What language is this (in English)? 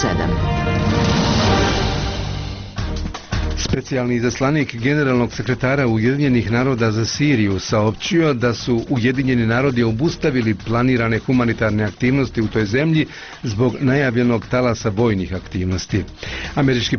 Bosnian